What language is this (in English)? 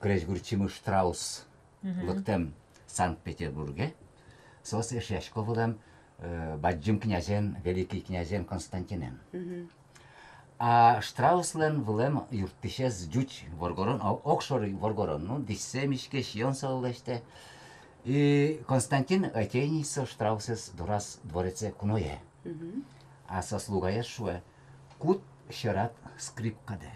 Udmurt